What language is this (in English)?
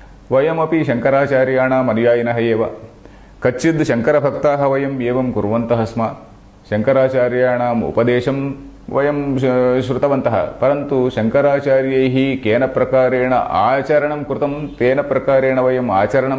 Sanskrit